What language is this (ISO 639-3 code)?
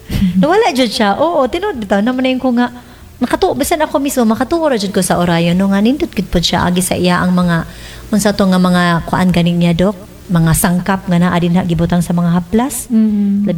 ceb